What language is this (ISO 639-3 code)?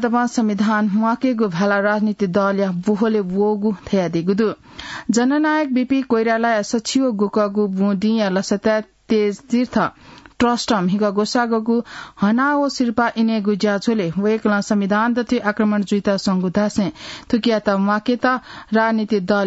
new